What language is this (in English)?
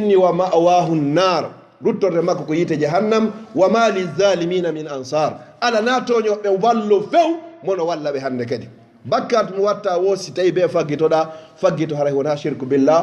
Fula